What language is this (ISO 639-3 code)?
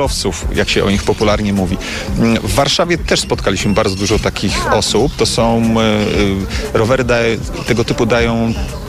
pol